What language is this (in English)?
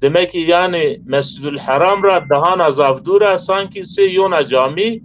Zaza